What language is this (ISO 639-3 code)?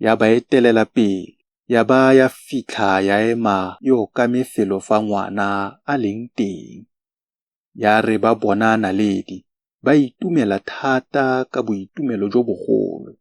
tsn